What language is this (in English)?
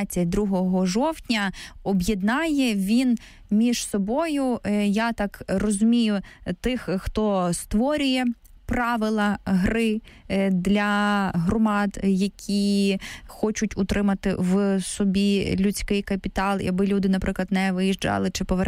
Ukrainian